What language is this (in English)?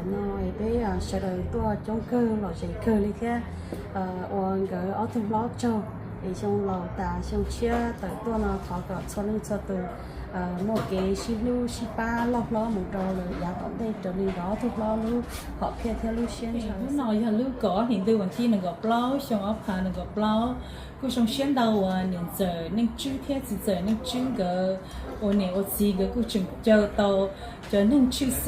Hmong